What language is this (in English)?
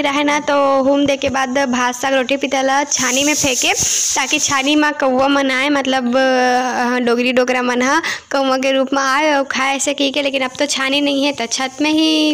Chhattisgarhi